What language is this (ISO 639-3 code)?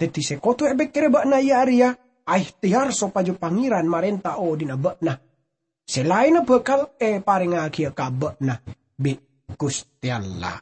mad